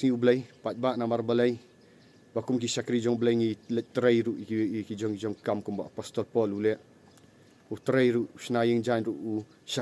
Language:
Khasi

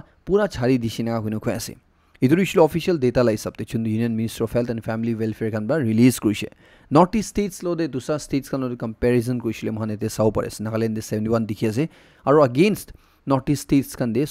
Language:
Naga Pidgin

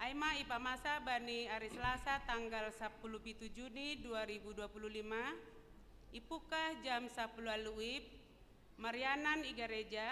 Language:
Batak Simalungun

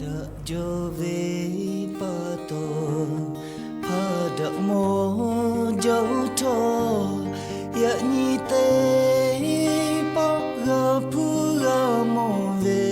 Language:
Lahu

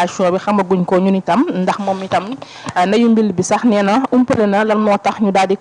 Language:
Wolof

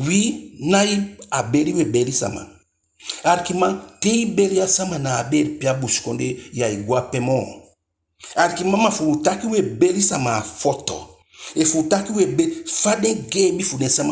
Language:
Eastern Maroon Creole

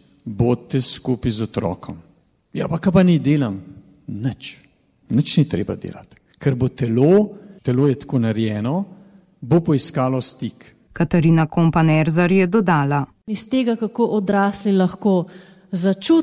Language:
Slovenian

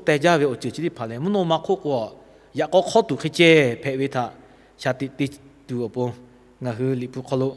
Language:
Lahu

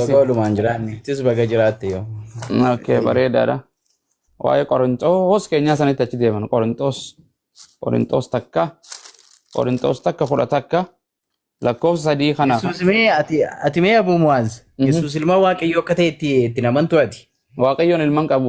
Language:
Oromo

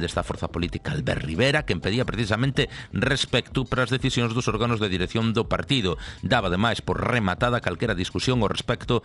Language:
Galician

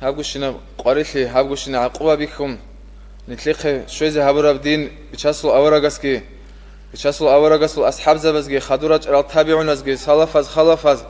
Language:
Avaric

